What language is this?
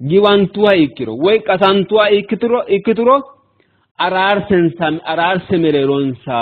Sidamo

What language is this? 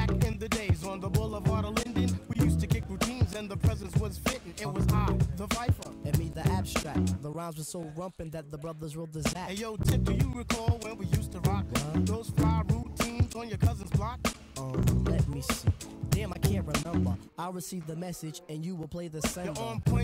English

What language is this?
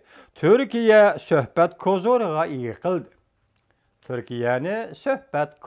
Uyghur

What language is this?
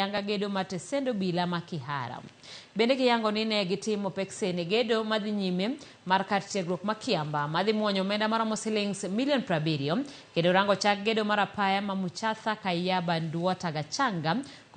Luo (Kenya and Tanzania)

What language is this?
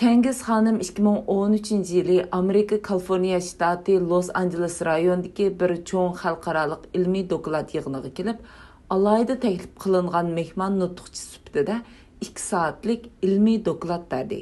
Uyghur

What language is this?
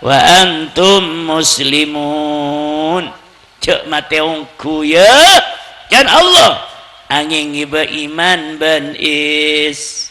Madurese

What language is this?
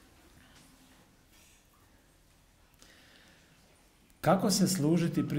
Croatian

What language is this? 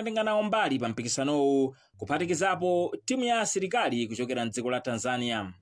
Nyanja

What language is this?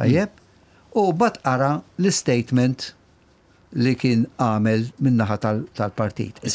Maltese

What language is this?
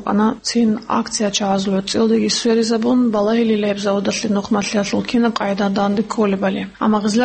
Avaric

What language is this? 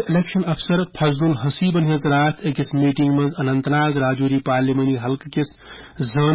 Kashmiri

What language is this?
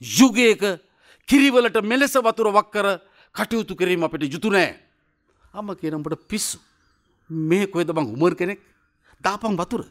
Sinhala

